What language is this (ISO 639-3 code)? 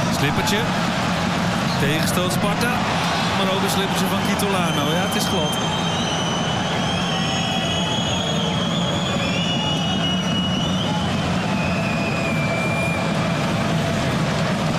nld